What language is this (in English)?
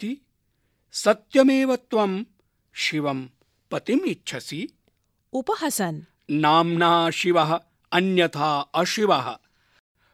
Sanskrit